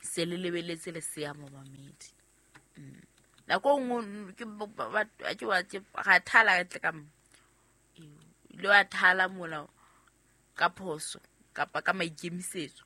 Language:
Southern Sotho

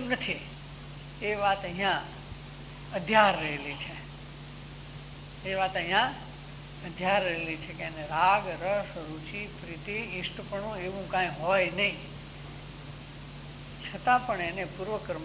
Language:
Gujarati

